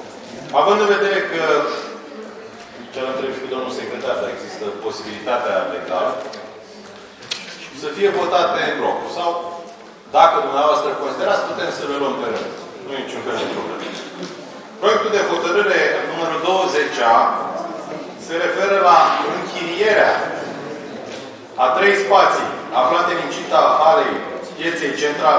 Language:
Romanian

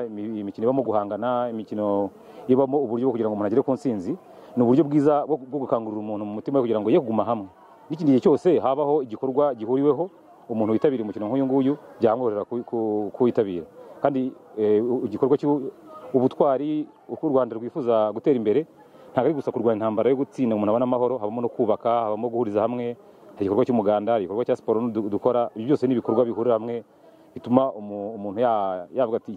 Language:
Kinyarwanda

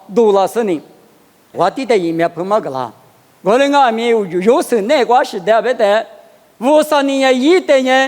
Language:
Lisu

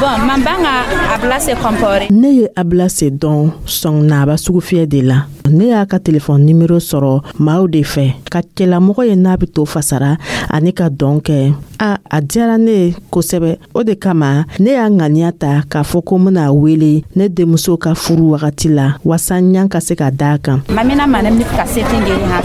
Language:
Dyula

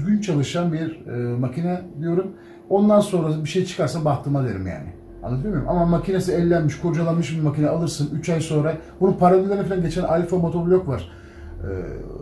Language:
Turkish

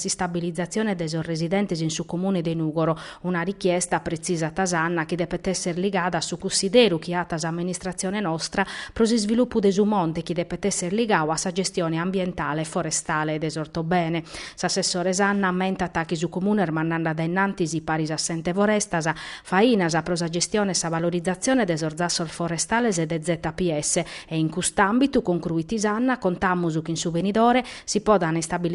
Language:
Sardinian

